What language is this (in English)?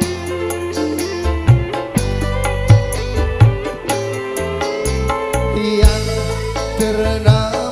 Indonesian